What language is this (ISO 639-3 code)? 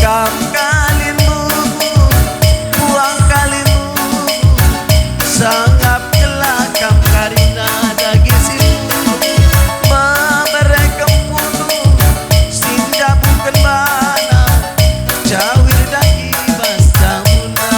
btx